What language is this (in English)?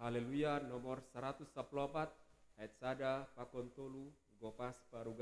Batak Simalungun